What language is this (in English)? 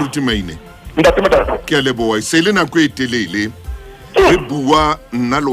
Southern Sotho